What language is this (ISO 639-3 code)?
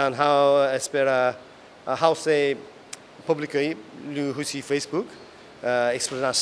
tet